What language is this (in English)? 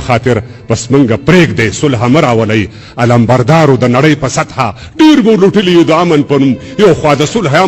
Pashto